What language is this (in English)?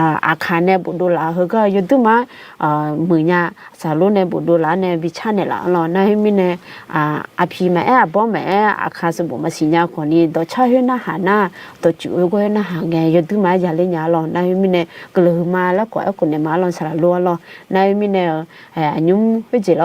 Akha